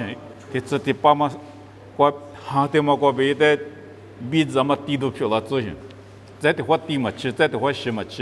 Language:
Lisu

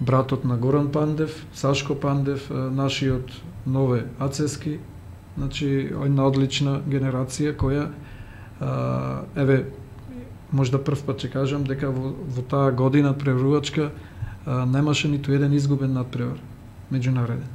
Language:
Macedonian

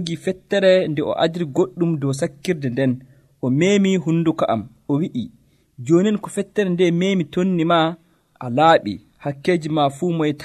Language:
Nigerian Fulfulde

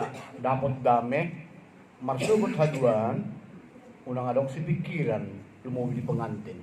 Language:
Batak Toba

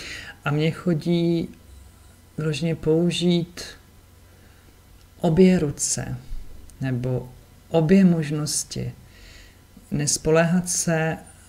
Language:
Czech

